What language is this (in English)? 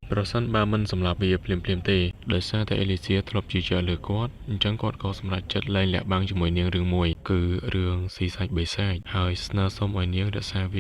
Khmer